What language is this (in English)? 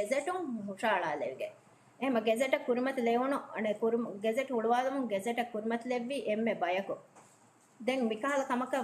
Divehi